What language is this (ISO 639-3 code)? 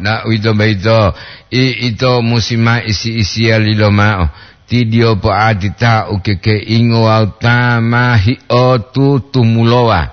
gor